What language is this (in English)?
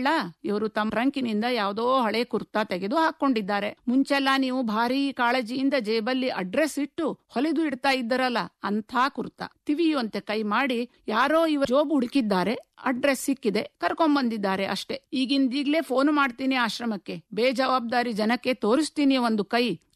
Kannada